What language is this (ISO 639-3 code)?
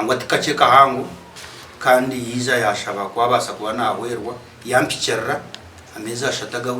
nyn